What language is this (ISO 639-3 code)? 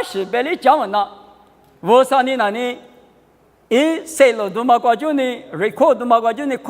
lis